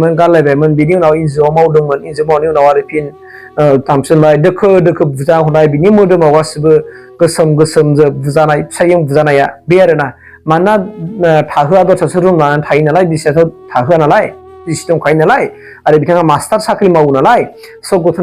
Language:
Bodo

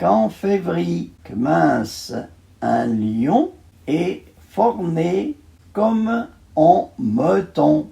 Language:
Arpitan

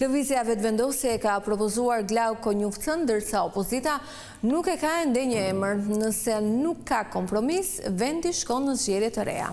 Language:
Albanian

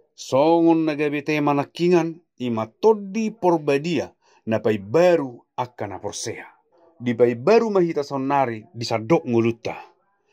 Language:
Batak Toba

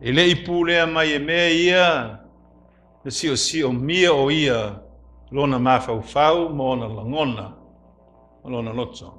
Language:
Samoan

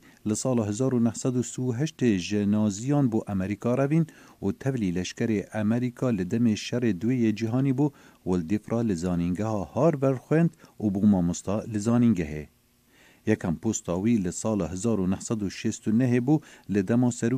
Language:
Kurdish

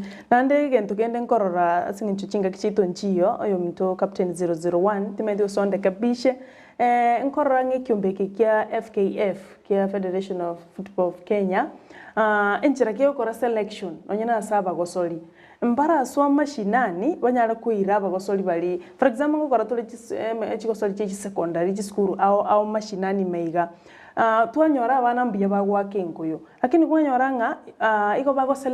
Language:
Gusii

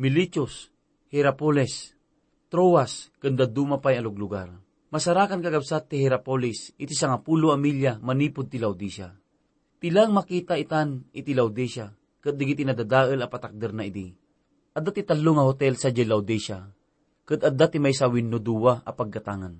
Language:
Iloko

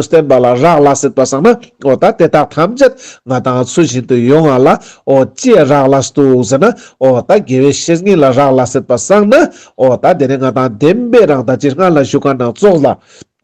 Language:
Ladakhi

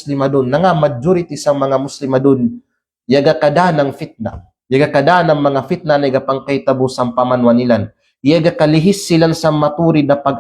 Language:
Kalagan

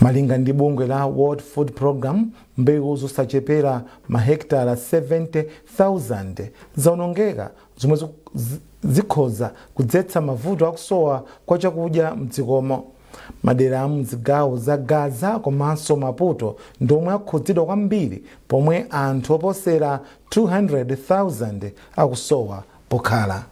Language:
Nyanja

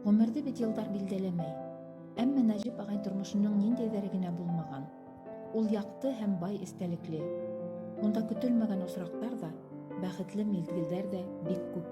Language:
Bashkir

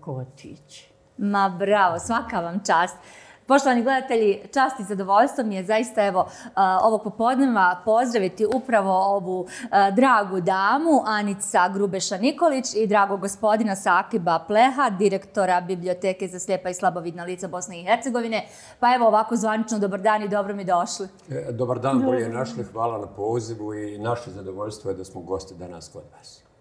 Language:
Bosnian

